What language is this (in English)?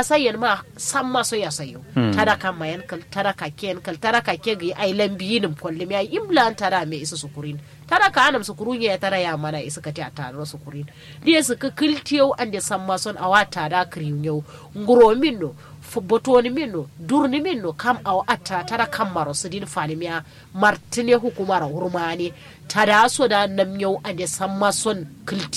Kanuri